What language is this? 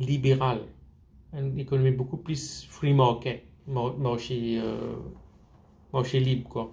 Morisyen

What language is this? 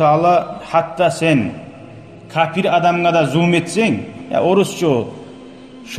Kumyk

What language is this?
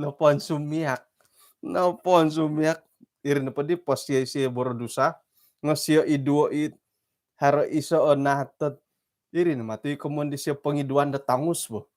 Central Dusun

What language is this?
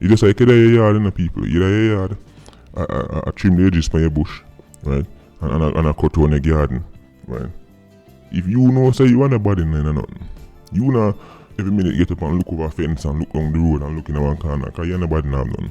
Jamaican Creole English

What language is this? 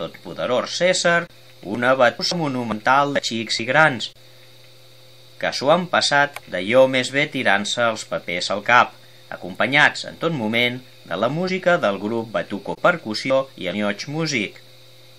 Catalan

